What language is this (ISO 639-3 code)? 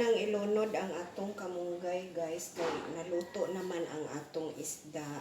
ceb